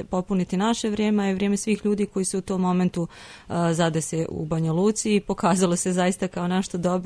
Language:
Serbian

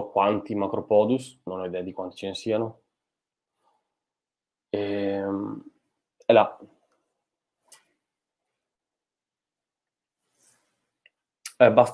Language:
Italian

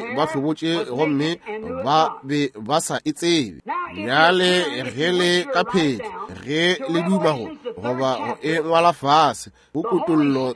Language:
Northern Sotho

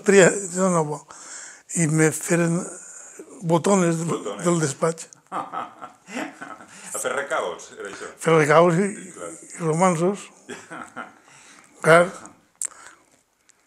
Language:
Catalan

